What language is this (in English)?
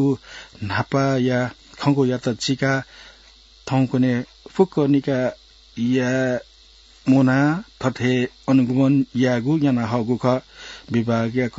Newari